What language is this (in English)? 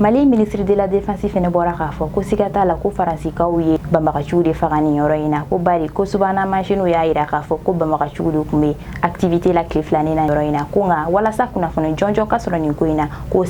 Bambara